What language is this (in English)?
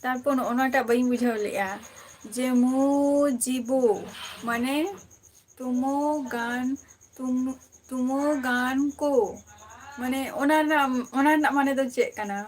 Santali